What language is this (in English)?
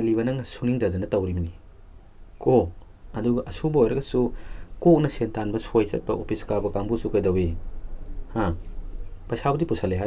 Manipuri